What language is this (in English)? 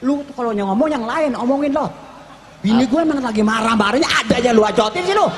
Betawi